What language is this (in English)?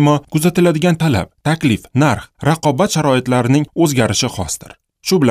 Uzbek